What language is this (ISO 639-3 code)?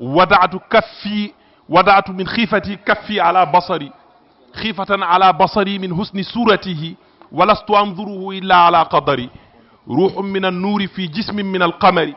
ful